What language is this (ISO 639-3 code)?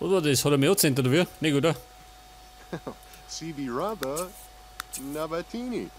bar